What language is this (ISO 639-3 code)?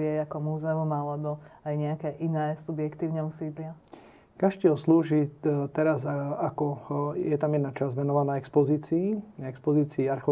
slk